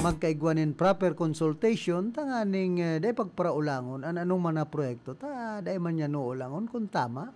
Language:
Bikol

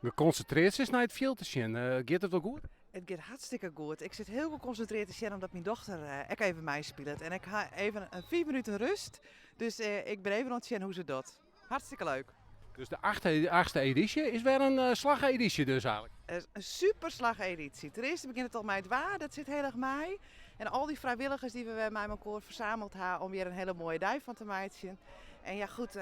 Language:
Western Frisian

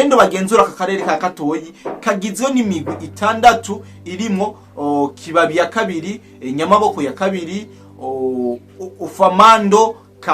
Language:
Rundi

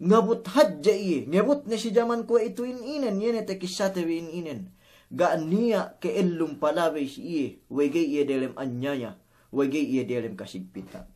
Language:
Yakan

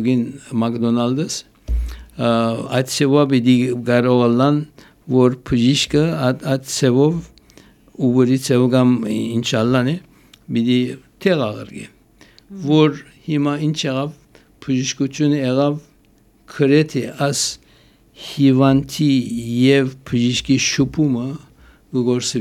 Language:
Armenian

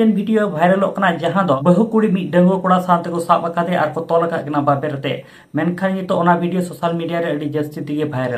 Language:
Santali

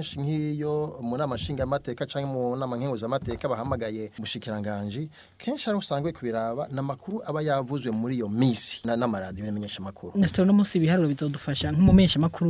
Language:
Rundi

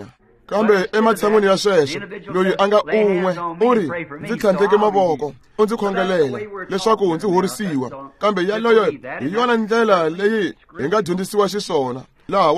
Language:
Tsonga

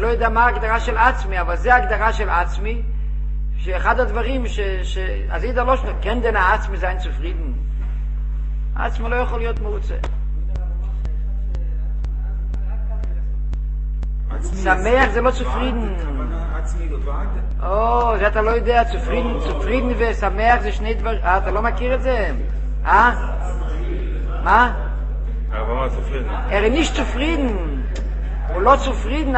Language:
Hebrew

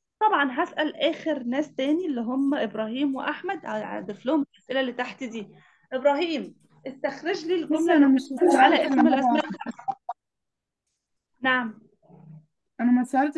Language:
Egyptian Arabic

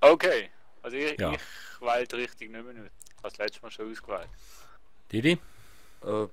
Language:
Swiss German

